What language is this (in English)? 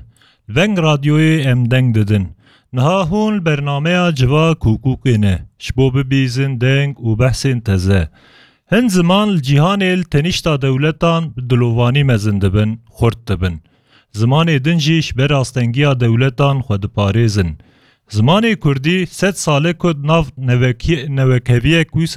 Kurdish